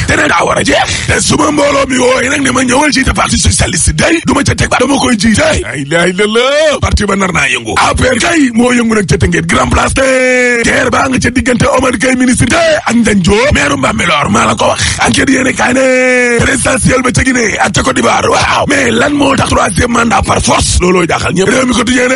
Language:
Wolof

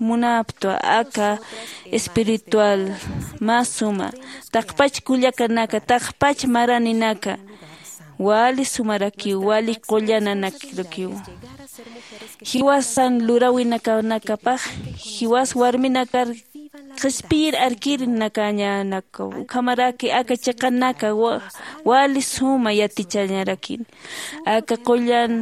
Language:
Aymara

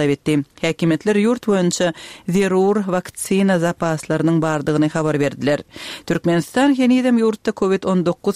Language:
Turkmen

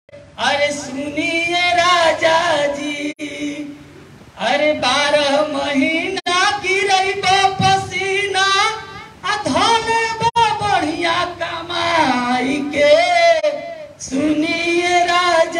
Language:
Bhojpuri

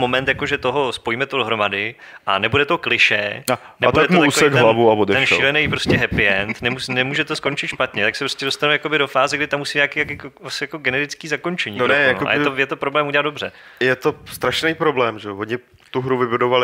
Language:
Czech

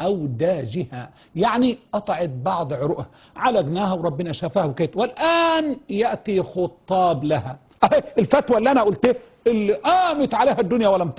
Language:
Arabic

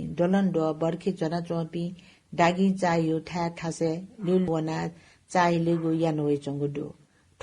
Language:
Newari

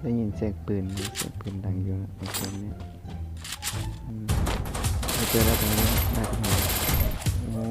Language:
Lao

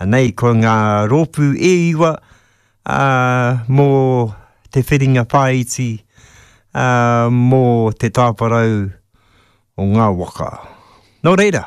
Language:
Māori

